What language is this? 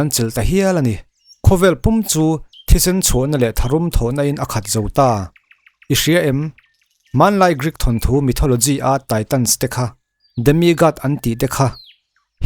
Mizo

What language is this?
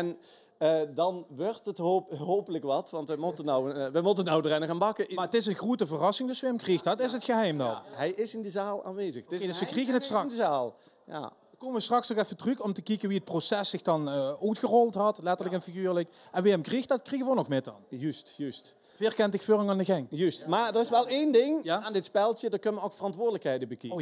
Limburgish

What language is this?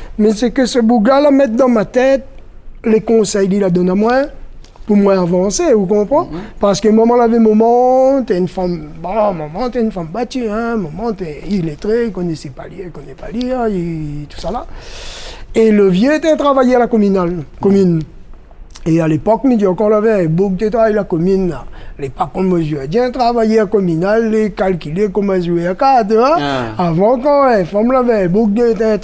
Réunion Creole French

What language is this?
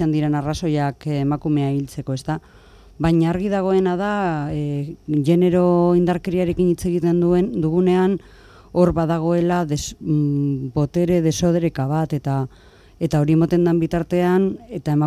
Basque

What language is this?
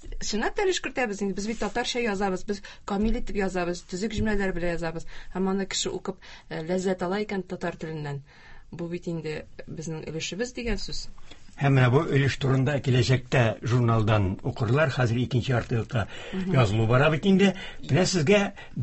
Tatar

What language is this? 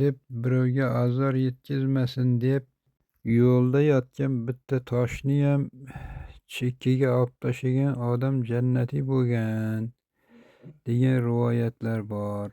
Uzbek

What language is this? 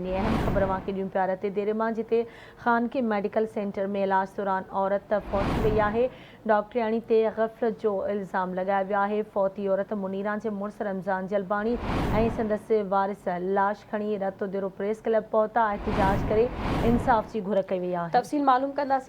Sindhi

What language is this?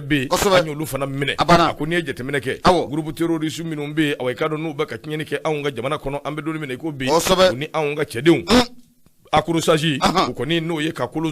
Bambara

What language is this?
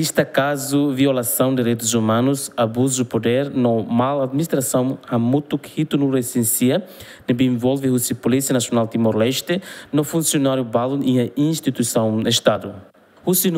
Tetum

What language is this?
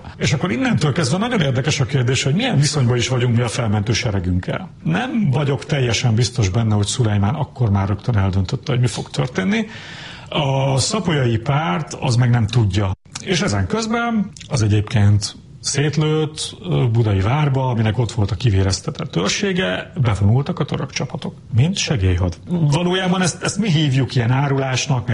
Hungarian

